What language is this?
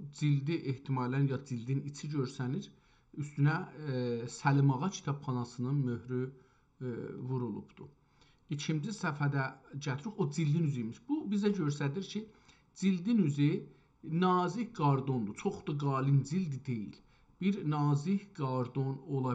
South Azerbaijani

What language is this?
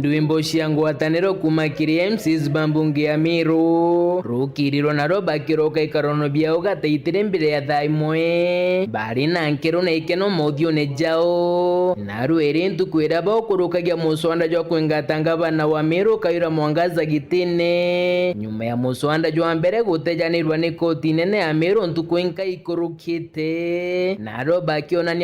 Meru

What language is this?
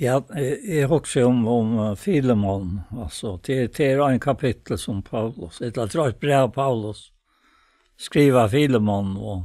Faroese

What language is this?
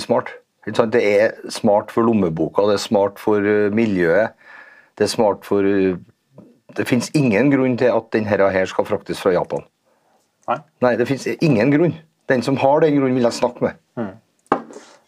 Norwegian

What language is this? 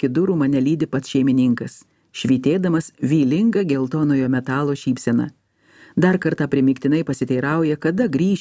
Lithuanian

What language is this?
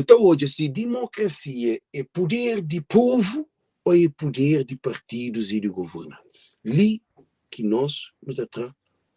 Kabuverdianu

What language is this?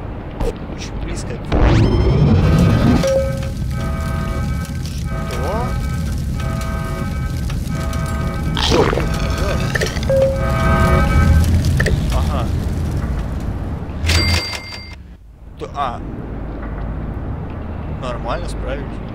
Russian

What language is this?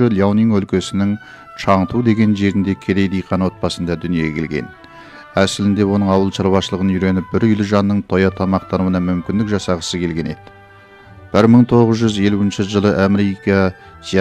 Kazakh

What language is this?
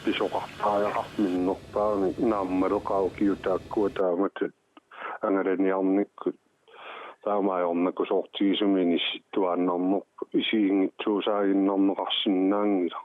Kalaallisut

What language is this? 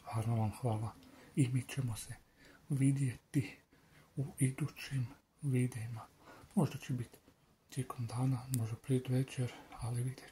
Croatian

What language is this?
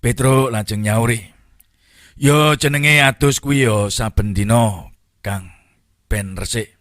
Javanese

